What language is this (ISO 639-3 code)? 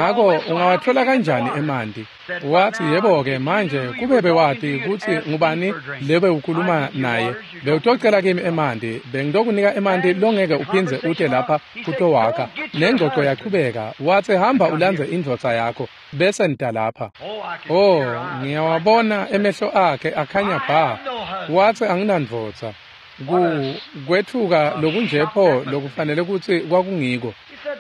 ssw